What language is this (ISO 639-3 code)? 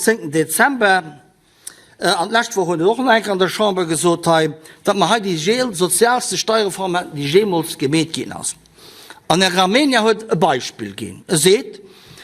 ltz